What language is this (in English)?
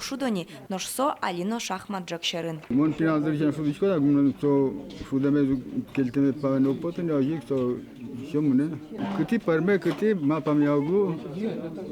Udmurt